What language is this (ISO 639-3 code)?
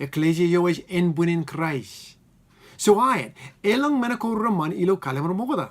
mah